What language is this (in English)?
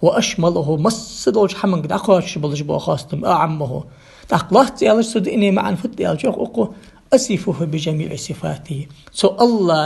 Ingush